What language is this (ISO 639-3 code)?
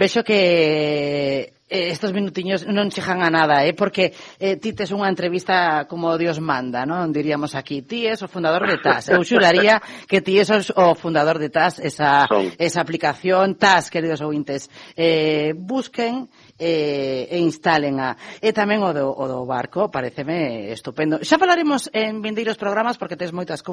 glg